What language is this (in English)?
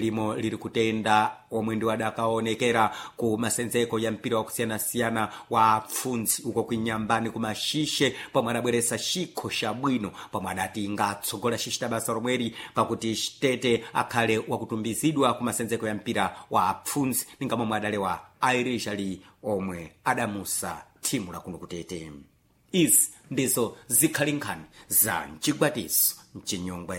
Sena